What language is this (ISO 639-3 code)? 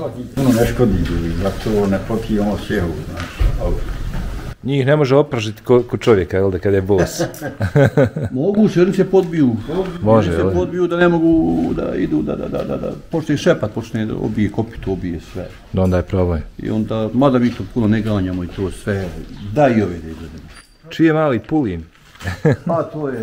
bos